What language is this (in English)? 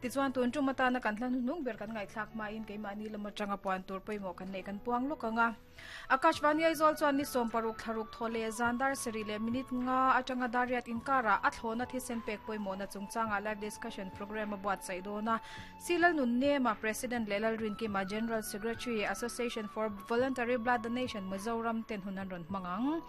Mizo